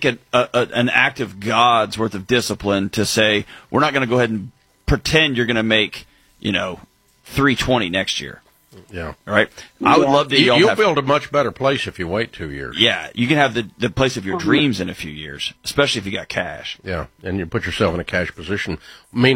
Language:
English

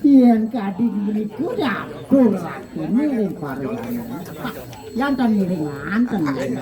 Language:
Balinese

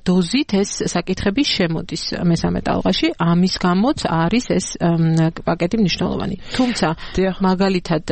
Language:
Georgian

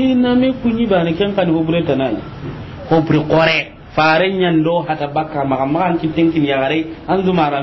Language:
Soninke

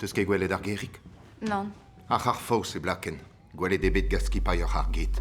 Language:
Breton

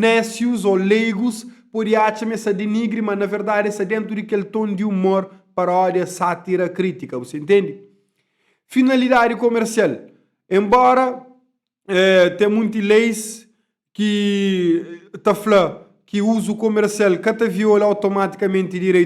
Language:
Kabuverdianu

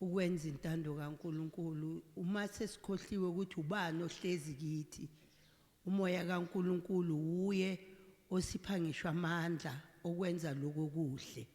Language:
Zulu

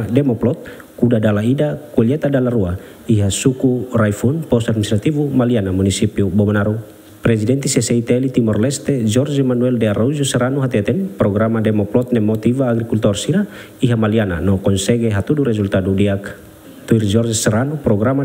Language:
Tetum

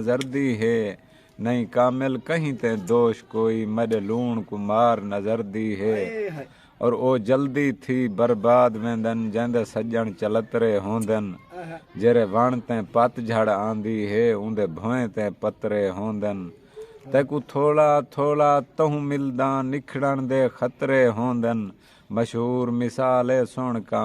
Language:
Saraiki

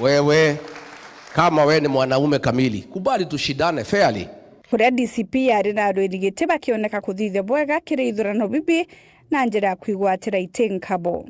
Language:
Meru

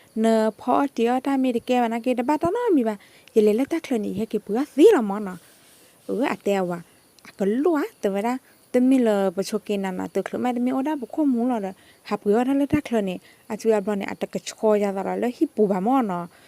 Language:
S'gaw Karen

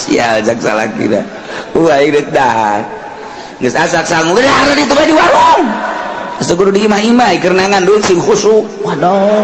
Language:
Sundanese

